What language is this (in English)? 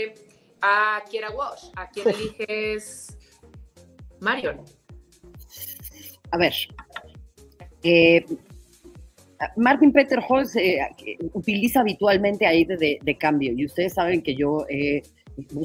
Spanish